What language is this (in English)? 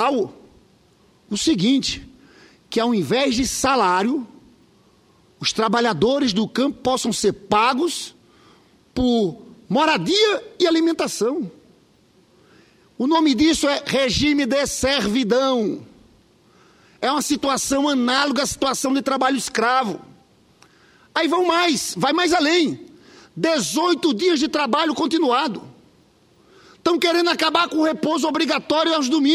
Portuguese